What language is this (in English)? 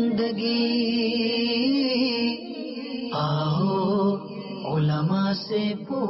Urdu